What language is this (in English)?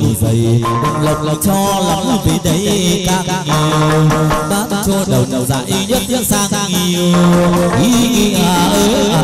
Vietnamese